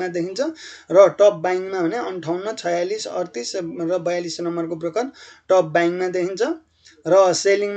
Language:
Nepali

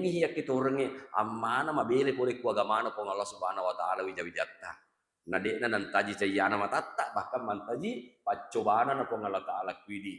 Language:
Buginese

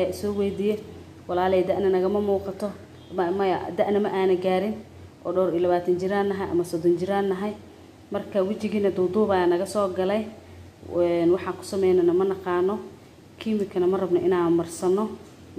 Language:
Somali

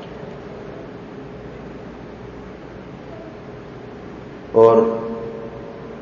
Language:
Urdu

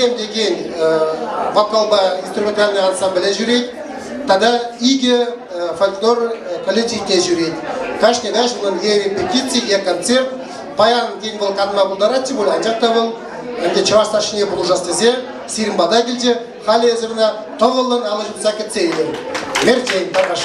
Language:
Chuvash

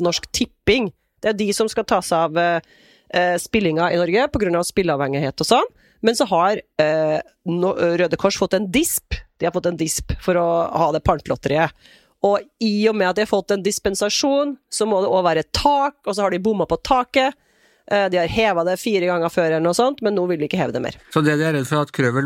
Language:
Norwegian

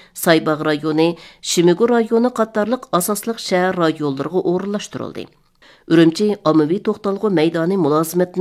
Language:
Uyghur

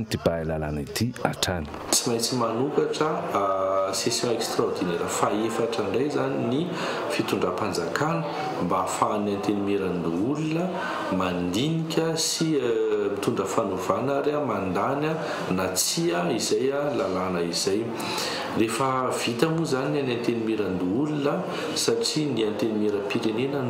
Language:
Malagasy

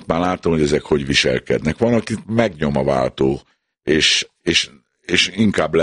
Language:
Hungarian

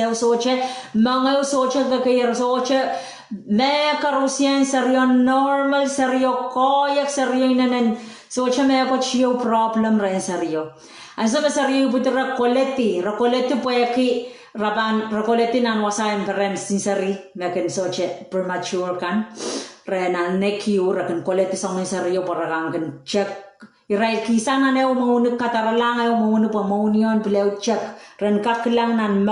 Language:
Pohnpeian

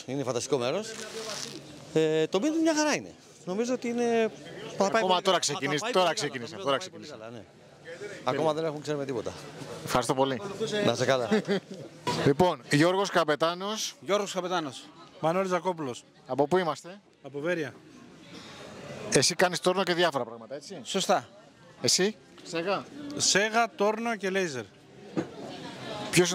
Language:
Greek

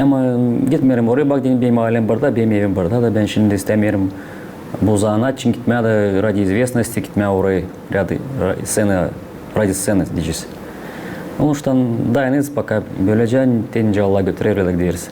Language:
Gagauz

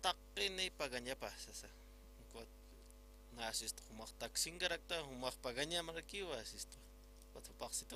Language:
Aymara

